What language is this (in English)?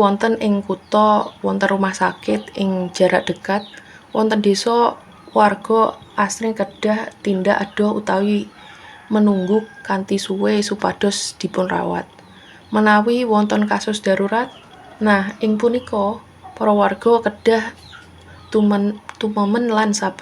Javanese